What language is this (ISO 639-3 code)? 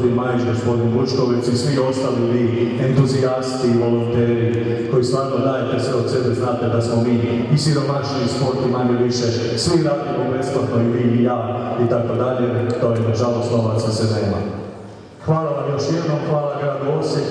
hrv